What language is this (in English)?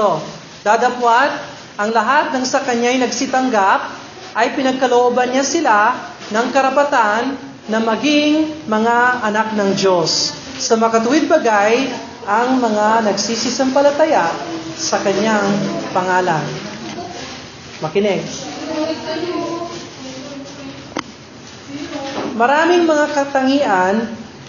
Filipino